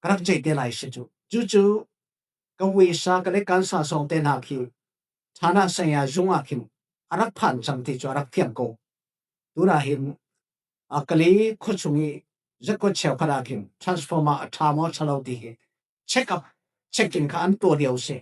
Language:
Falam Chin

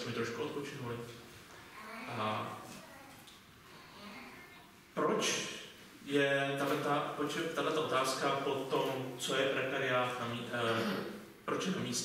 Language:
Czech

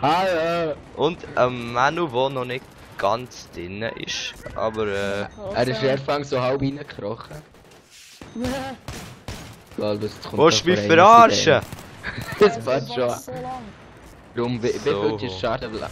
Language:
Swiss German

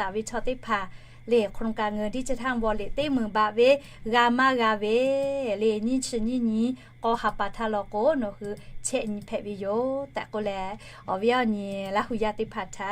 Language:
Lahu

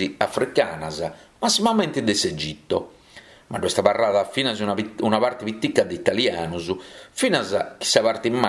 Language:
Sardinian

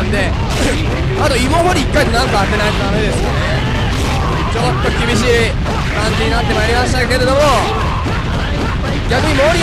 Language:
Japanese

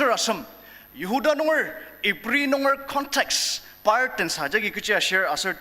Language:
Ao Naga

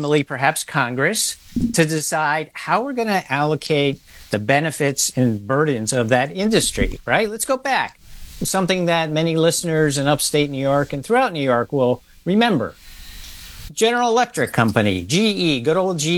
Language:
English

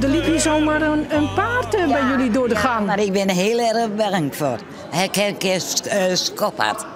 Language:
Western Frisian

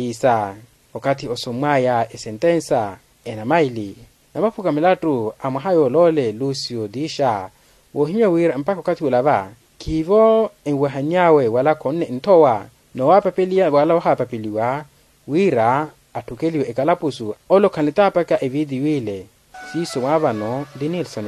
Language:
Makhuwa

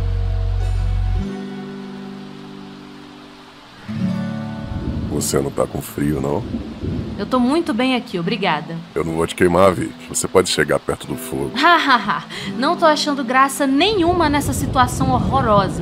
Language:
Portuguese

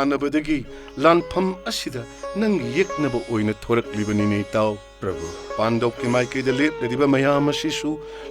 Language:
Manipuri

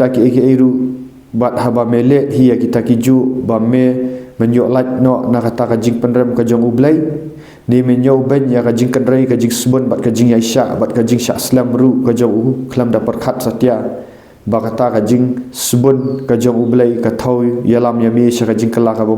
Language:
Khasi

